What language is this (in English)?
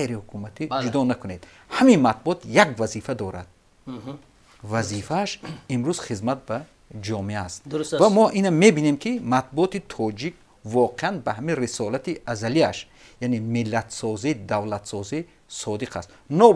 Tajik